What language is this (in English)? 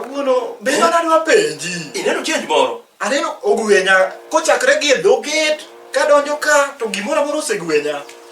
Luo (Kenya and Tanzania)